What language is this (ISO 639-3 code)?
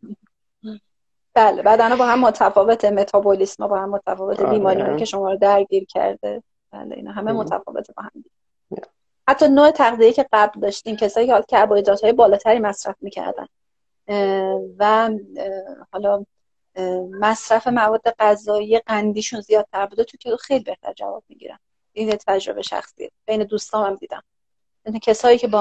fas